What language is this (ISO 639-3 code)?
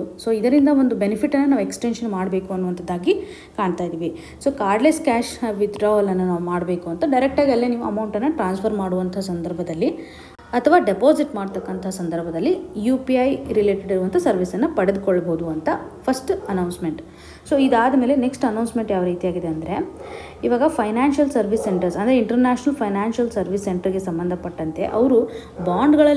kan